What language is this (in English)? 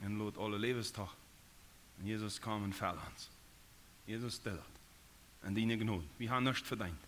Plautdietsch